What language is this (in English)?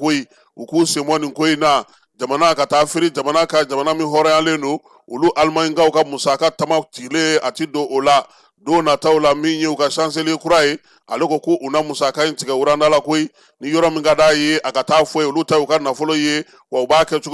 Bambara